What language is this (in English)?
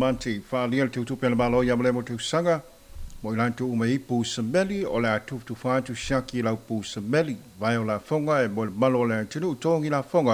Samoan